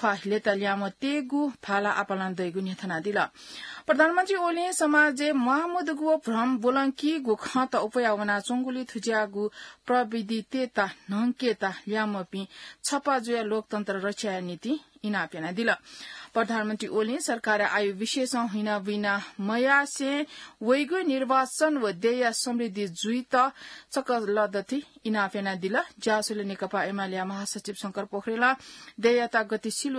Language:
Newari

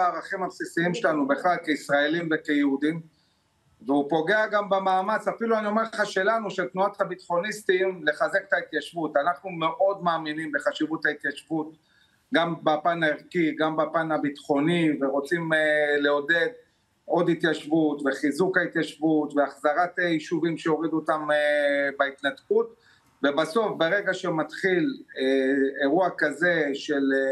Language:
Hebrew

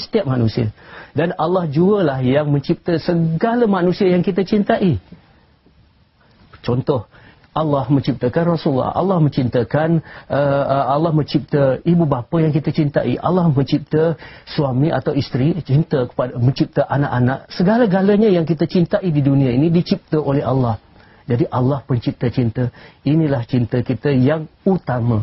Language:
Malay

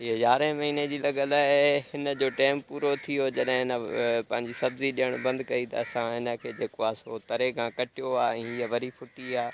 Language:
Sindhi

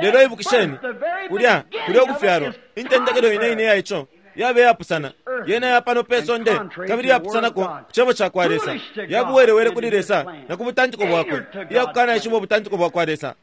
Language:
Bemba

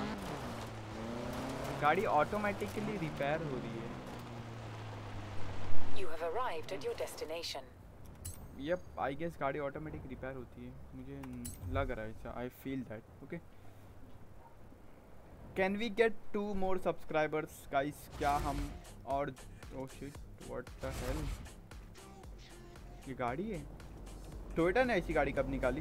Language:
Hindi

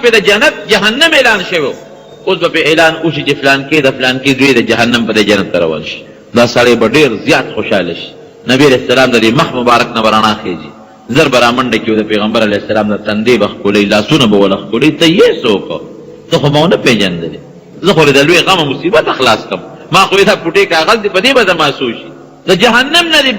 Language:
Pashto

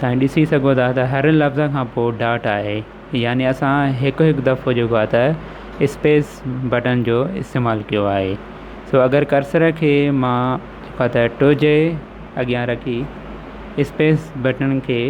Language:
Sindhi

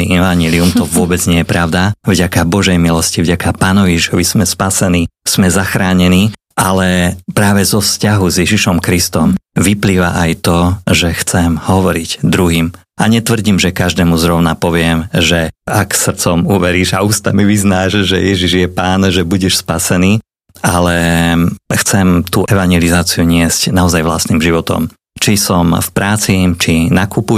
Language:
Slovak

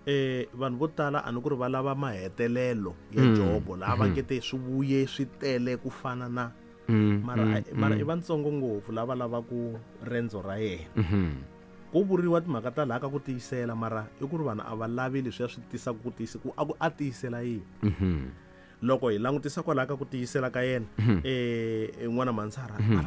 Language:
Tsonga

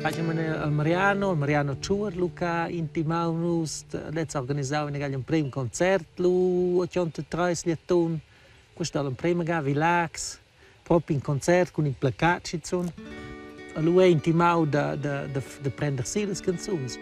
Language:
Romansh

